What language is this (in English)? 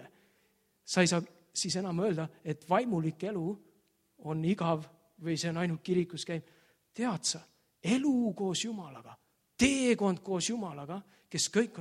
Estonian